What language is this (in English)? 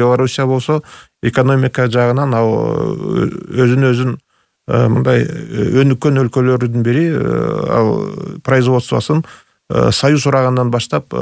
Kyrgyz